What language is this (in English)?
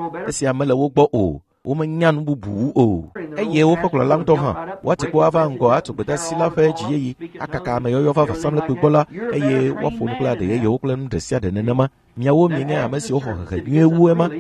Ewe